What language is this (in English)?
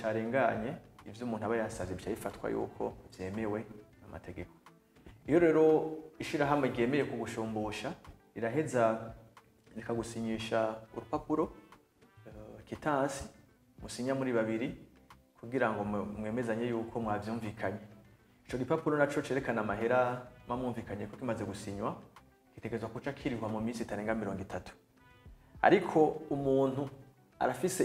Rundi